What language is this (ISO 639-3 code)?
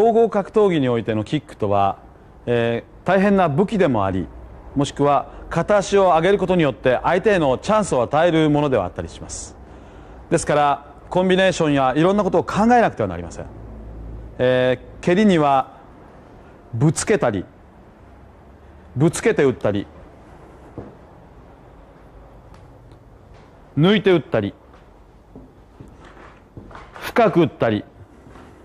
jpn